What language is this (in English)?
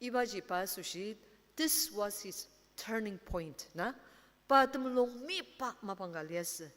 Ao Naga